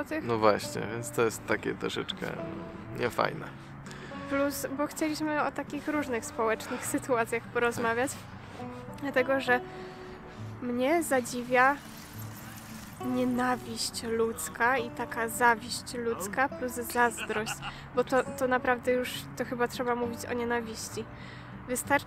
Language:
Polish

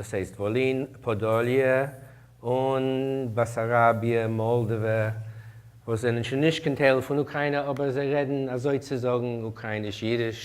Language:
Yiddish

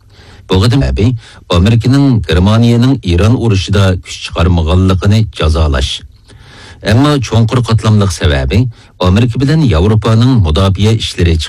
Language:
Uyghur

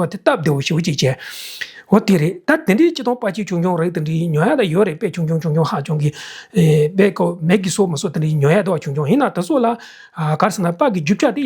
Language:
Tibetan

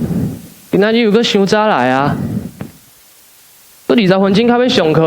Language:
Min Nan Chinese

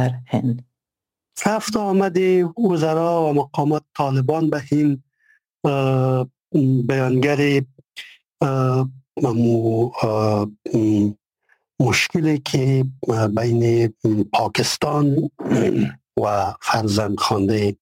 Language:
Persian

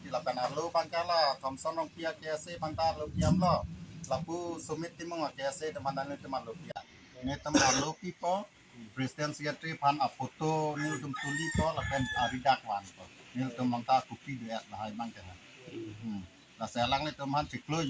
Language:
Karbi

